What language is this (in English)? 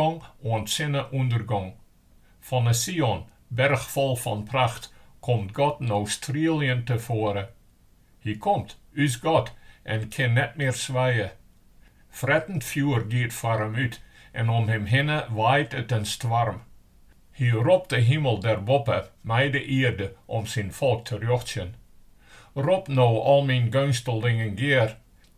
Western Frisian